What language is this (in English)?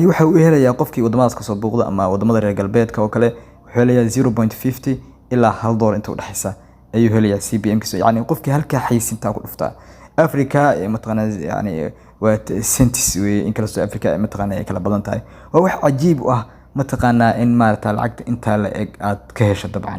Somali